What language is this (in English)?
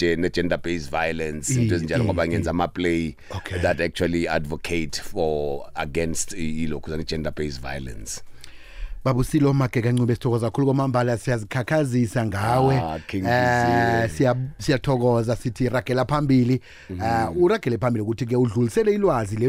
South Ndebele